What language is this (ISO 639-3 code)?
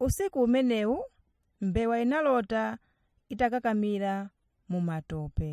nya